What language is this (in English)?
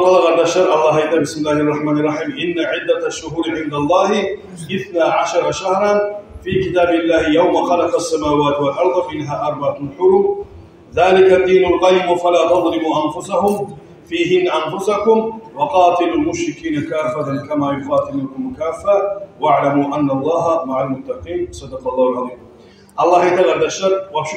Kumyk